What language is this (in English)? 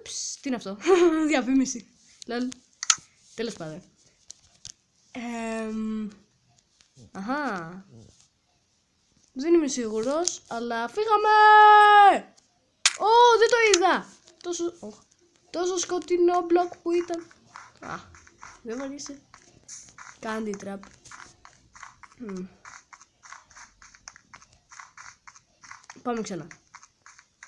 Greek